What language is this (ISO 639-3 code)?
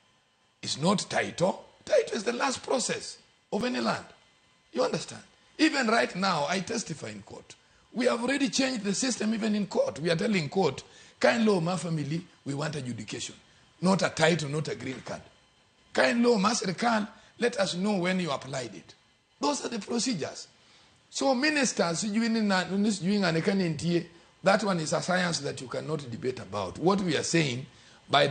luo